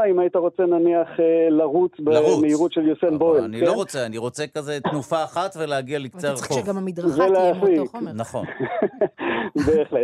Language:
Hebrew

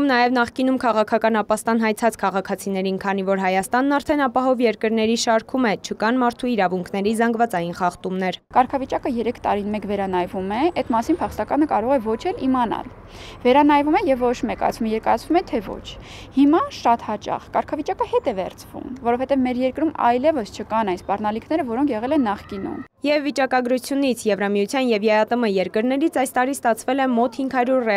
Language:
Armenian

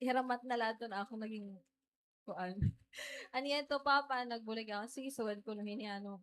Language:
Waray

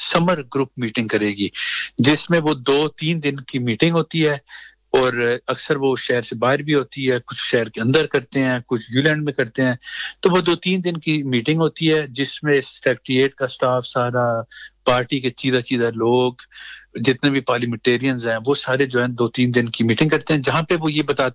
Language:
Urdu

